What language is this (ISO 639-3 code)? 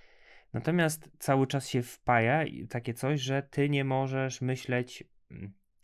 pol